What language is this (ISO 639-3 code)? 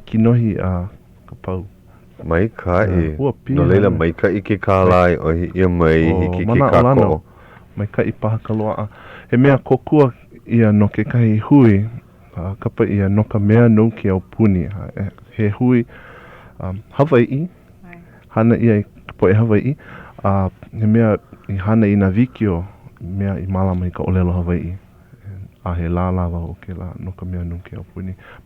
haw